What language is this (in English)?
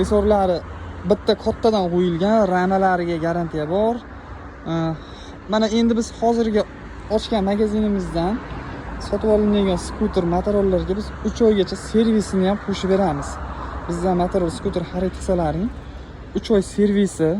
Uzbek